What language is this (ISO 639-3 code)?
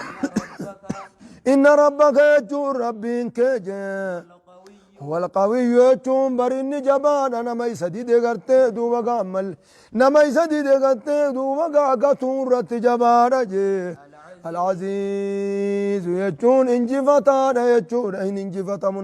orm